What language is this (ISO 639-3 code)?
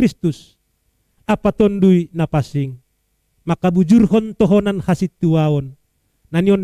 bts